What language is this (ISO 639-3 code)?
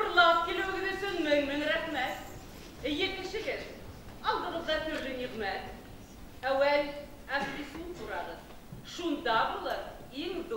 bak